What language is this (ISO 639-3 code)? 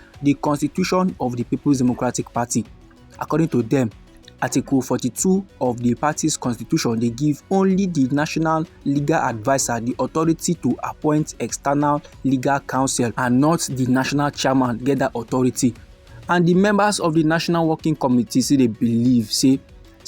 pcm